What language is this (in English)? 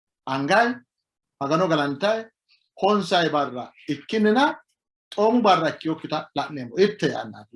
Sidamo